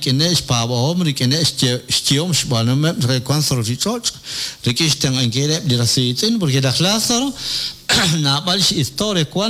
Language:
Kekchí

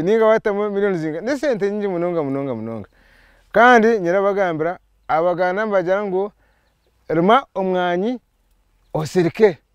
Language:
Nyankole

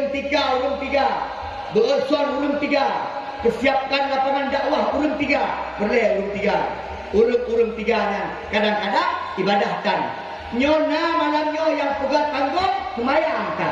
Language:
Achinese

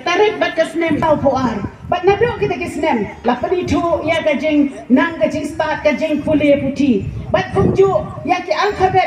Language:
Khasi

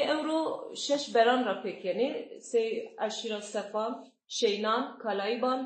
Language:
Zaza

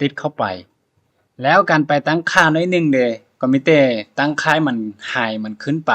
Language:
Lao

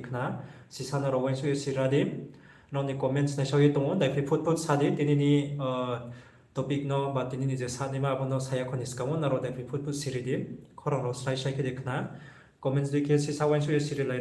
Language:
Riang (India)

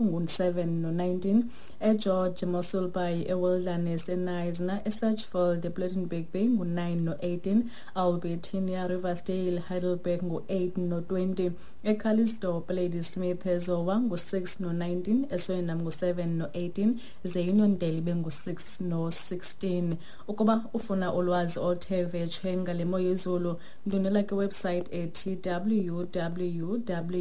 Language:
Xhosa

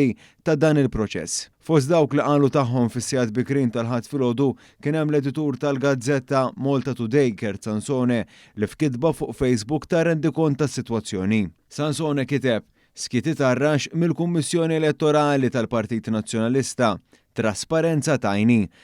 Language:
Maltese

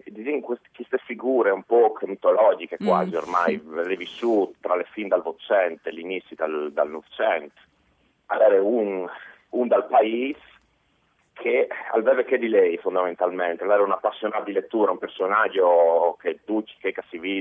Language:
Friulian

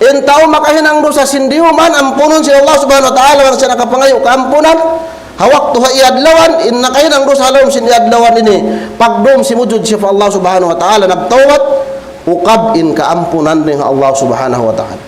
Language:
Tausug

